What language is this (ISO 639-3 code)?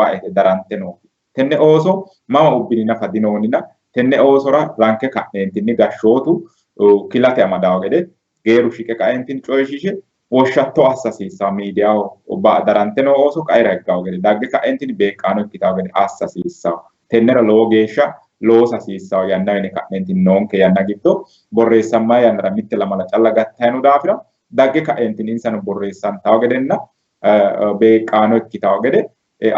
sid